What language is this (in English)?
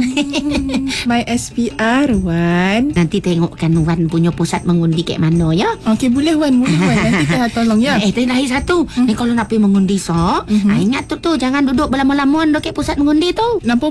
Malay